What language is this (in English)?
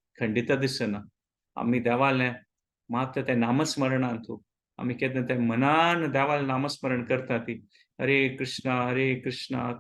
Konkani